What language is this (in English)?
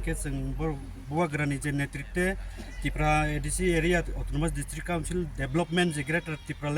Kok Borok